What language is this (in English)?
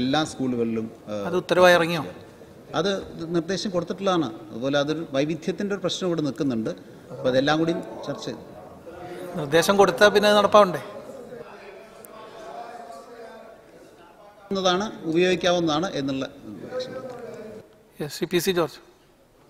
Malayalam